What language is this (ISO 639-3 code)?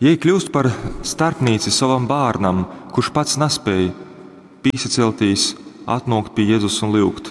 ltg